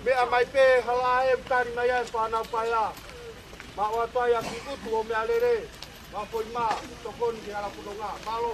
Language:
Tongan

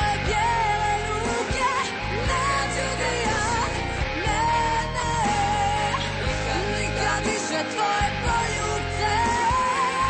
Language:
Croatian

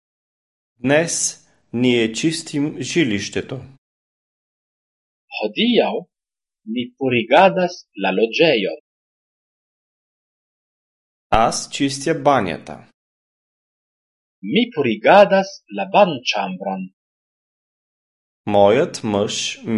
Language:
Bulgarian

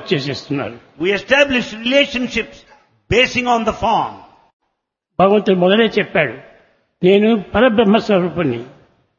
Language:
Telugu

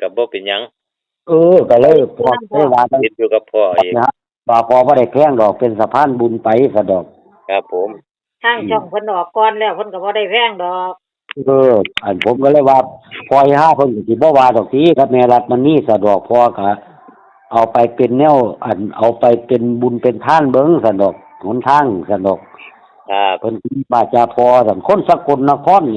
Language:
Northeastern Thai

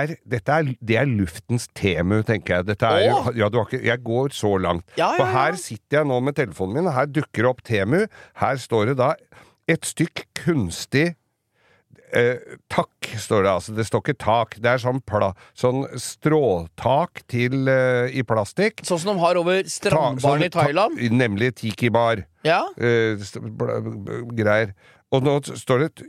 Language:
Norwegian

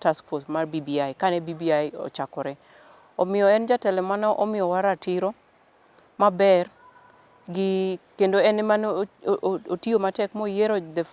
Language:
Luo (Kenya and Tanzania)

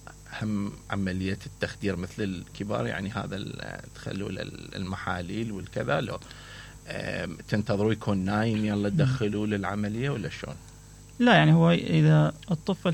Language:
Mesopotamian Arabic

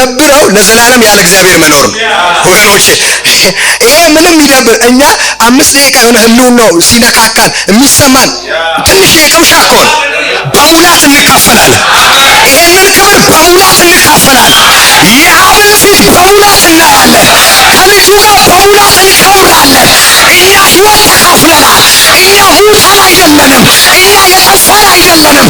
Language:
Amharic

